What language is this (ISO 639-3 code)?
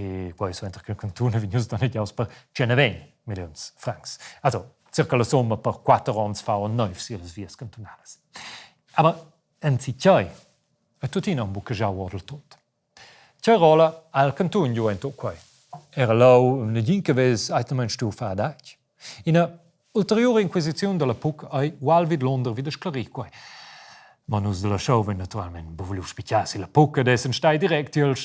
roh